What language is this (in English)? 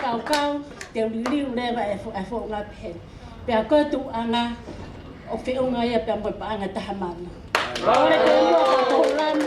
Tongan